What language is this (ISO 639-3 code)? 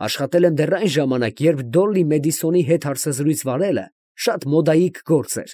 hye